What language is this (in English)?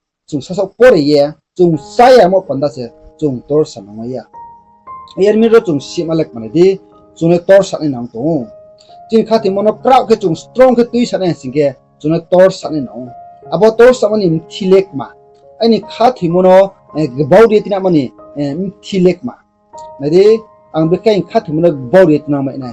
Riang (India)